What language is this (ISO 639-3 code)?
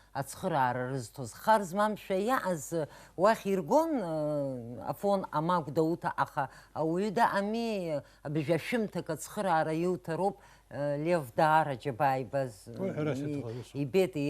abk